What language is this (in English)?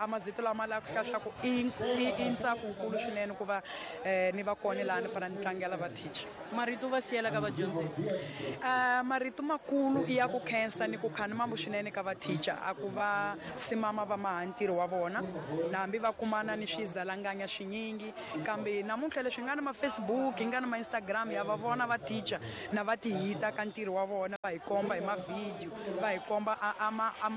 Tsonga